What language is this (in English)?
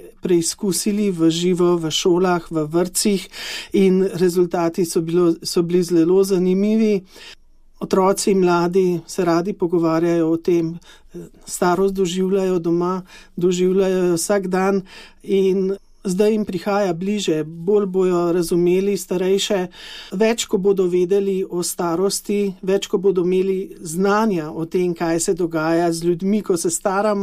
Slovenian